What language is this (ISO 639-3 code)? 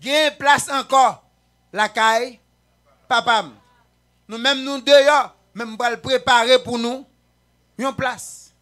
hat